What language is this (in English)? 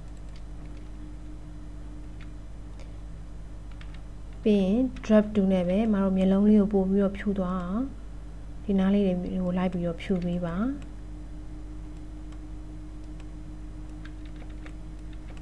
Burmese